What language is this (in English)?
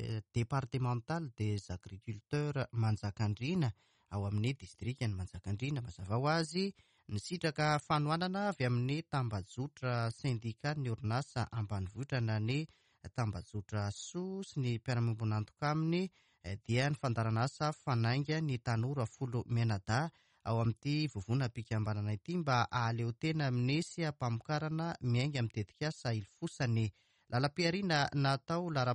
Malagasy